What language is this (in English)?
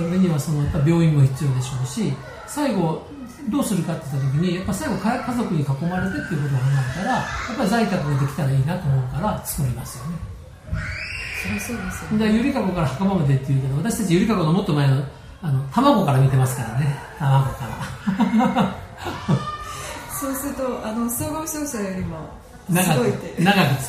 Japanese